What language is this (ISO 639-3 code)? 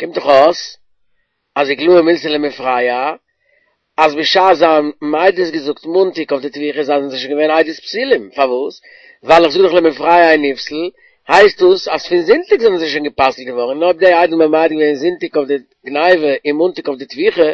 yid